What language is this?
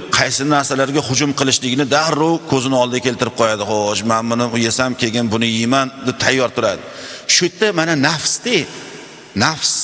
Uzbek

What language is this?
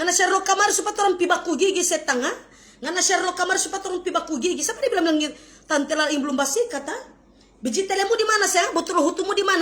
Manado Malay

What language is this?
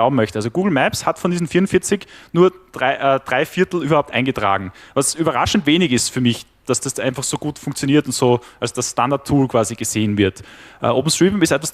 German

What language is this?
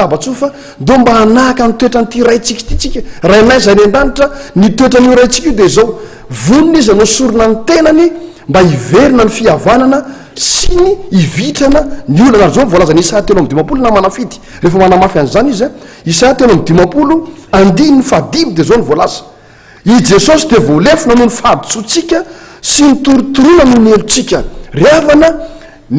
Malagasy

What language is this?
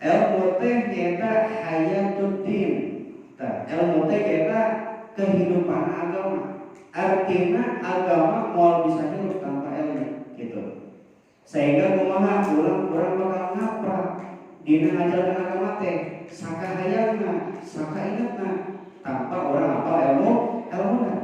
Sundanese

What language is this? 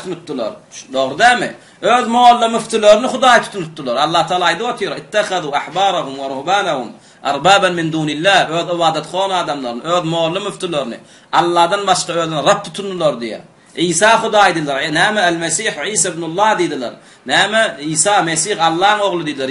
Turkmen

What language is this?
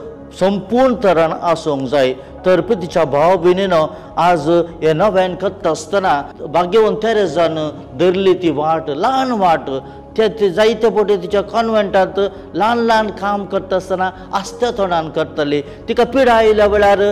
Konkani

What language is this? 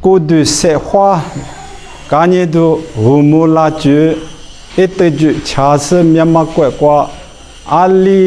Lisu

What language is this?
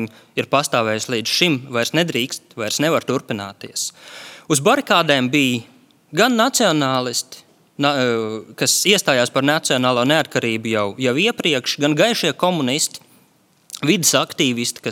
Latvian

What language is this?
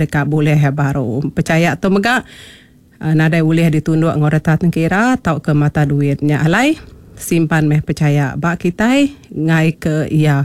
Iban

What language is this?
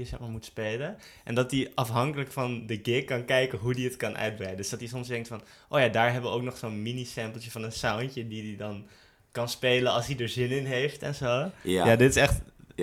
Dutch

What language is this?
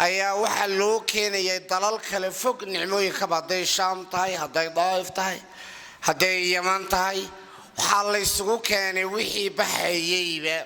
Somali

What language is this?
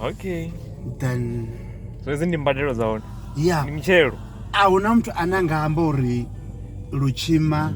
Venda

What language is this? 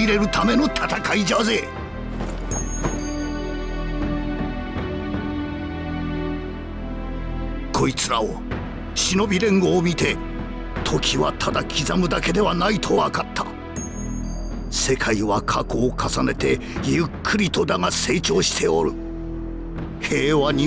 Japanese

